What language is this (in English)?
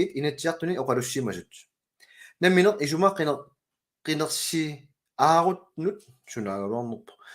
Kalaallisut